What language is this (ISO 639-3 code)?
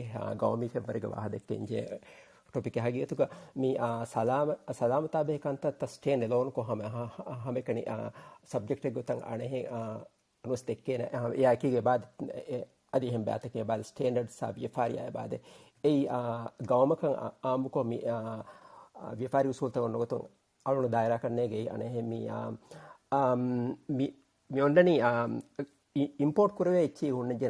div